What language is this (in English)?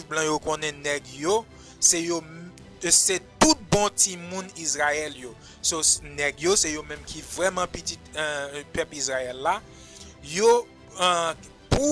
Haitian Creole